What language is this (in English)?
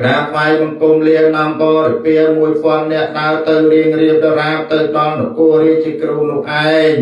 Khmer